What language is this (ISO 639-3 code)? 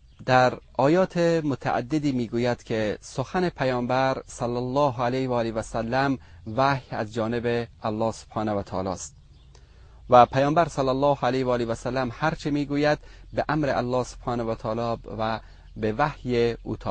fas